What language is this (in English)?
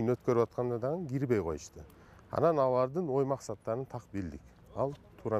Kyrgyz